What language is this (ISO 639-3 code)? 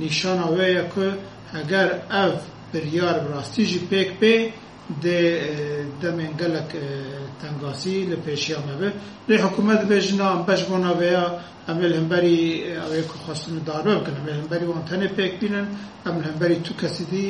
kur